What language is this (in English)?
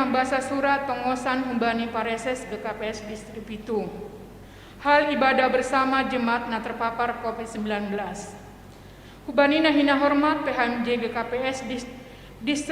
Batak Simalungun